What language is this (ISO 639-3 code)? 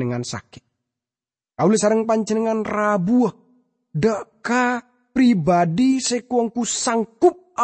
mad